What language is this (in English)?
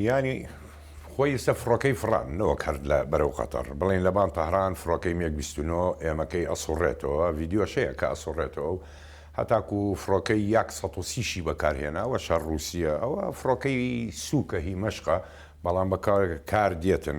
Central Kurdish